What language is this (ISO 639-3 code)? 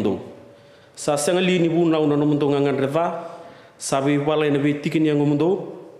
fij